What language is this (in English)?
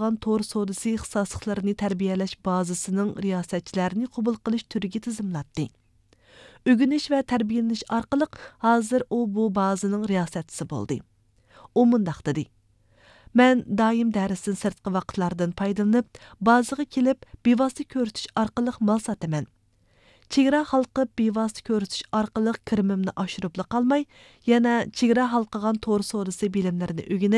Uyghur